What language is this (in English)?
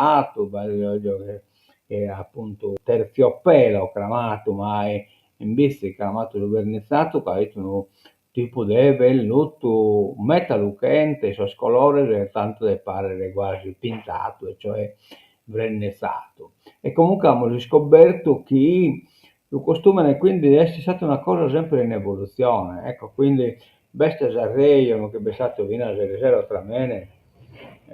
Sardinian